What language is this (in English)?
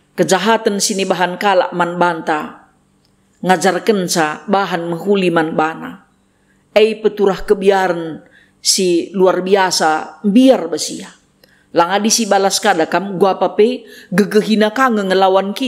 Batak Karo